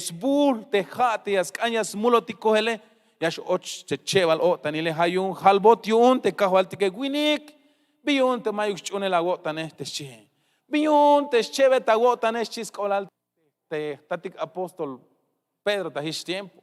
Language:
Tzeltal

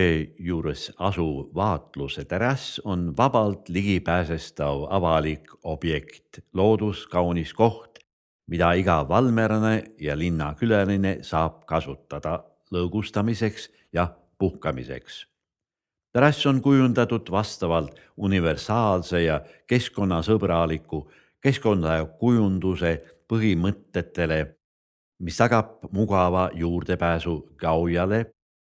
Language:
Estonian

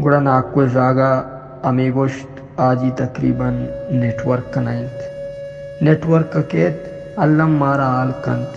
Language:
Baluchi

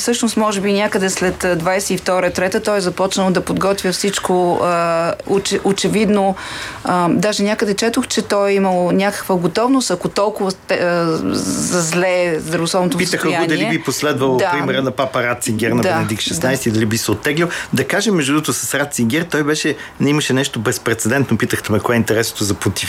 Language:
Bulgarian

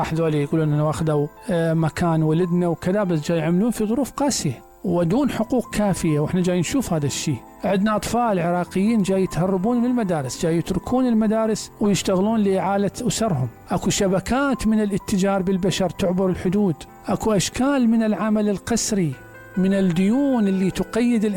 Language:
Mesopotamian Arabic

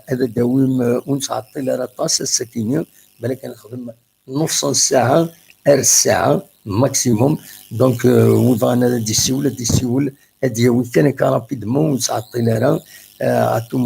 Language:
Kabyle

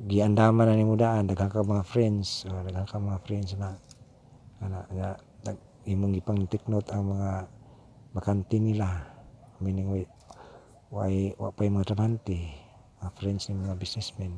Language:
Cebuano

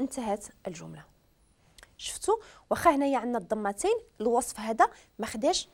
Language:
Moroccan Arabic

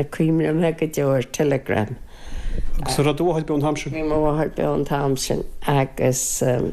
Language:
Irish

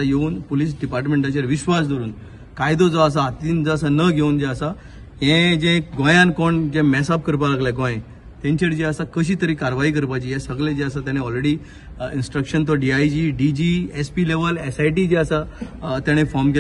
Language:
Konkani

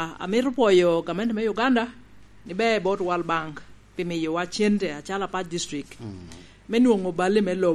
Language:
Lango (Uganda)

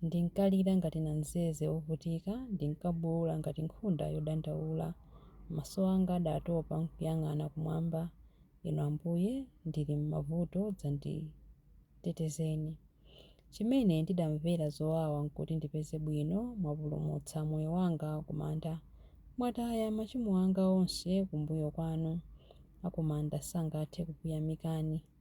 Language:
Nyanja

